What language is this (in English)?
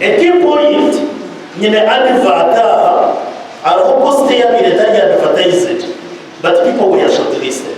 Nyankole